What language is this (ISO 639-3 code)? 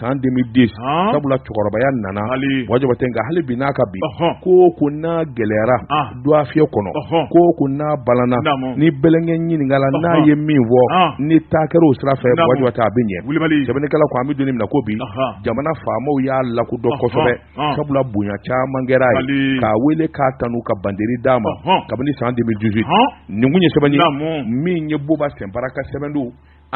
bam